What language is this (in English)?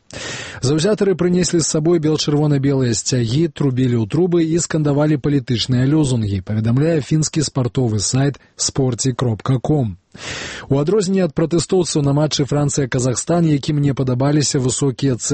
Belarusian